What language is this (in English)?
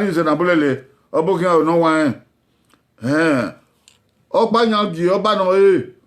Bini